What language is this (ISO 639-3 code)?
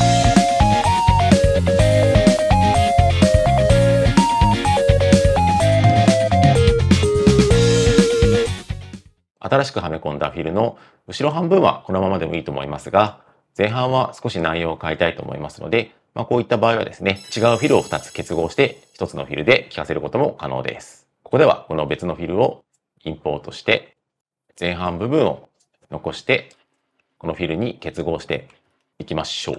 jpn